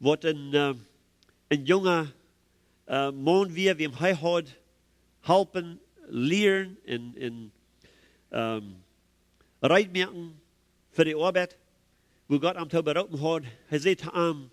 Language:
Plautdietsch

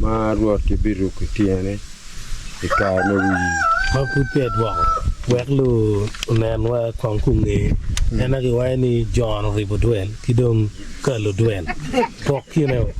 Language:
Acoli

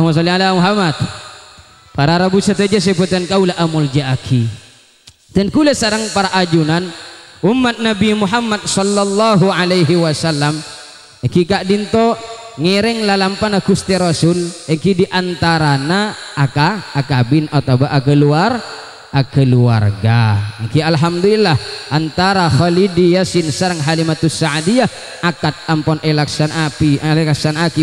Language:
Madurese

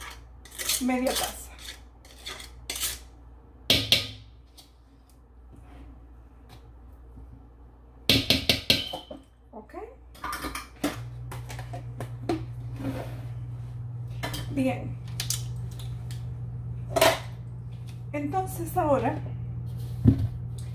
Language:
Spanish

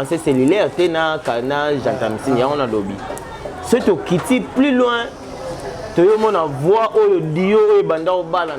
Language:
Lingala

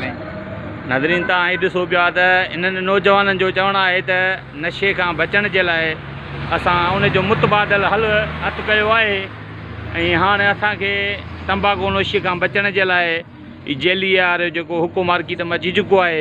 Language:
Sindhi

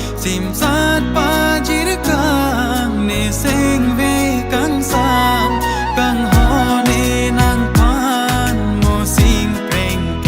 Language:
Karbi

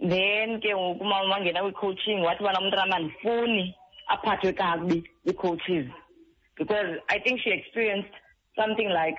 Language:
Xhosa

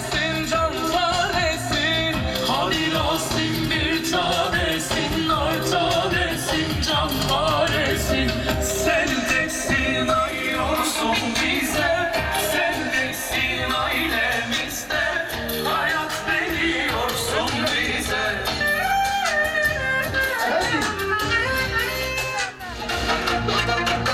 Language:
Turkish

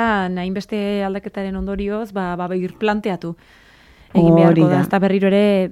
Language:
Basque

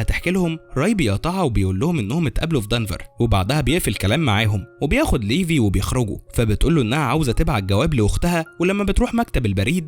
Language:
Egyptian Arabic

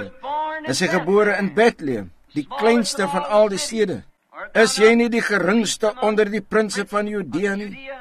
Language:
Afrikaans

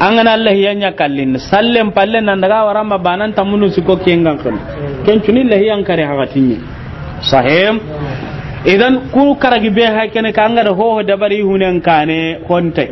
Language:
Soninke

